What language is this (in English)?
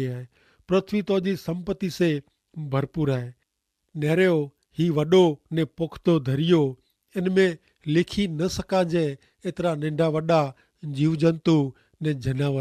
Kachhi